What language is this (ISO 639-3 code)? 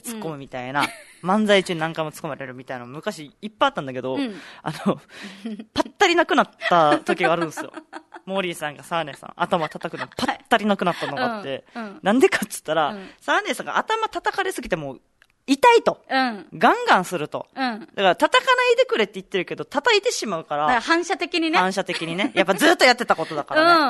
jpn